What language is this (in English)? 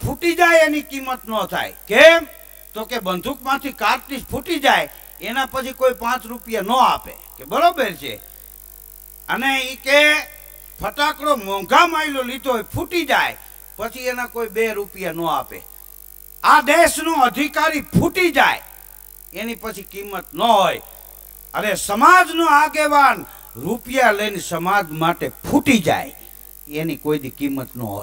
Gujarati